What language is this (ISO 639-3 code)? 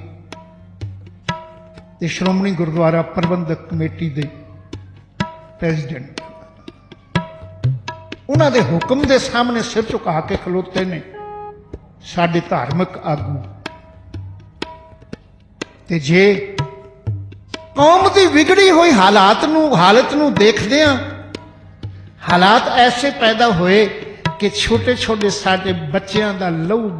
pan